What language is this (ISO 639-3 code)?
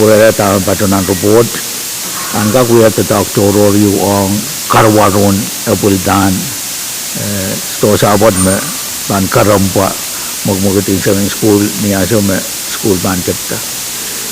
pon